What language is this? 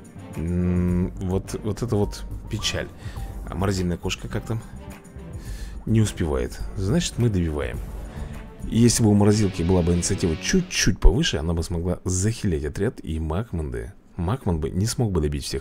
Russian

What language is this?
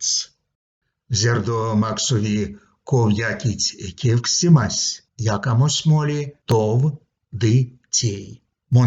Erzya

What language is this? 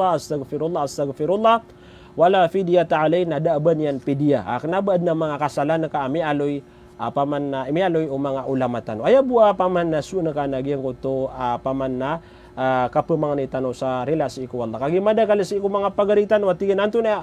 Maranao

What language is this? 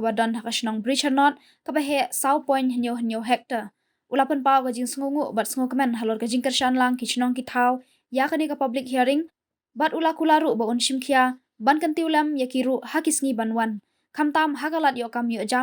Khasi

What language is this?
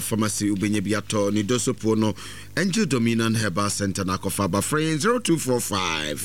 Akan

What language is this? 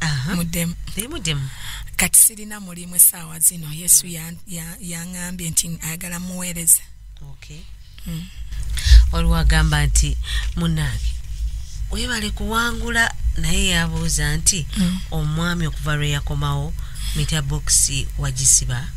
Ganda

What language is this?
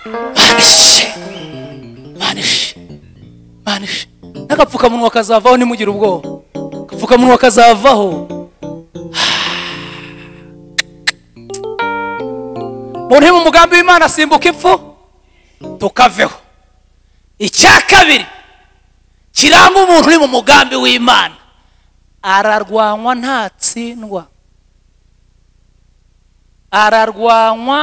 Kinyarwanda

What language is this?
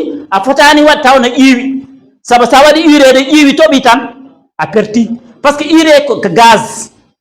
Fula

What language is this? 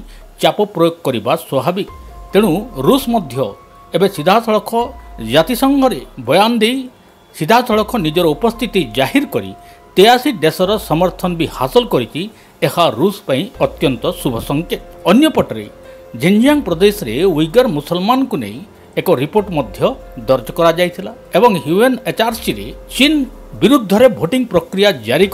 Odia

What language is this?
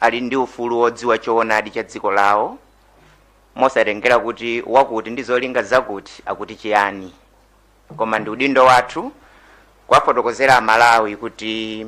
Nyanja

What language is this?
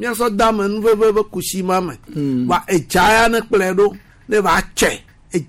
Gen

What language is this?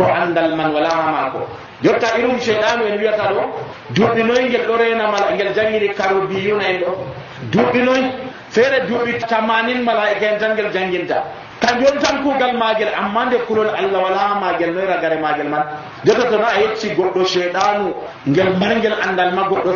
Nigerian Fulfulde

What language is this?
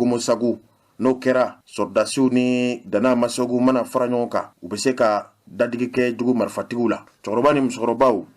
Bambara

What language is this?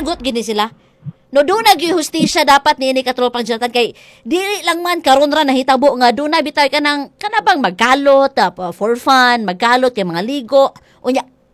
Cebuano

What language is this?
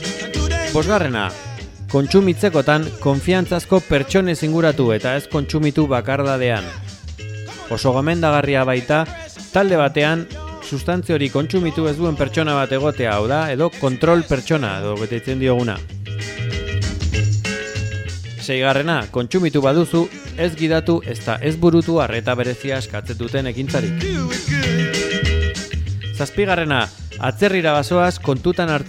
Basque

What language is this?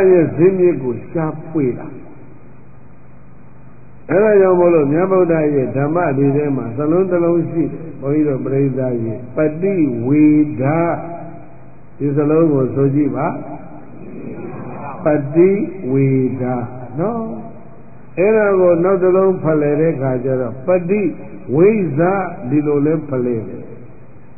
Burmese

